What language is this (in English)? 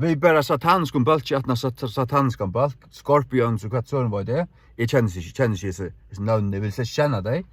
Faroese